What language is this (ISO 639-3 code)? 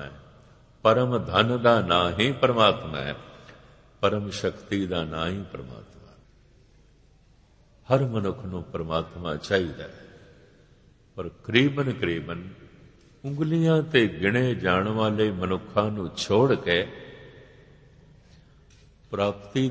pan